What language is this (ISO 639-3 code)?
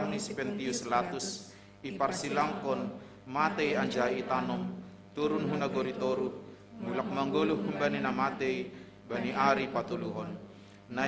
bts